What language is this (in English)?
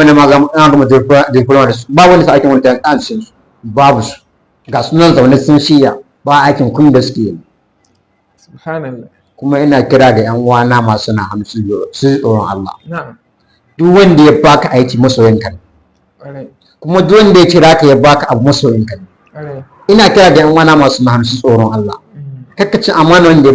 Hausa